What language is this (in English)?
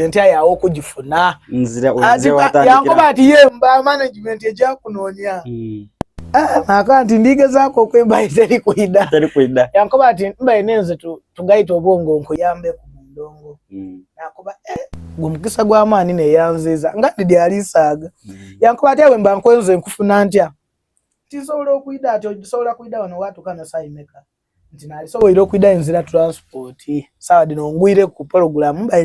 Soga